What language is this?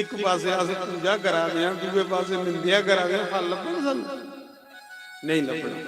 Dogri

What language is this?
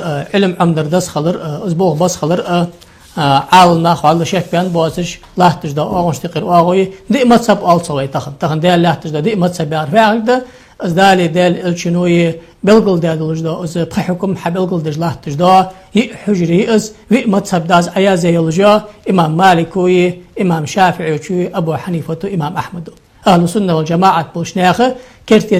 Ingush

